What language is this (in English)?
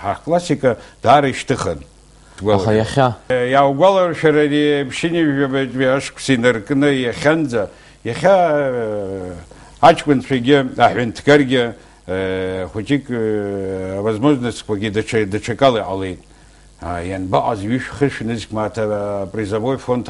Abkhazian